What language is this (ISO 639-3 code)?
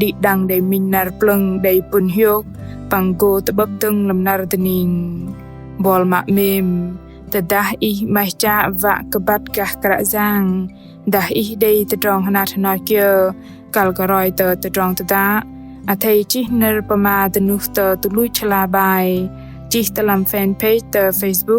bdq